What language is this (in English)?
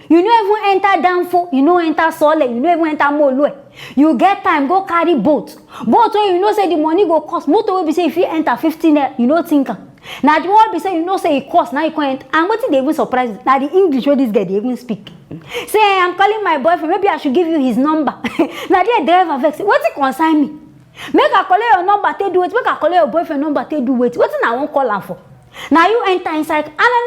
Nigerian Pidgin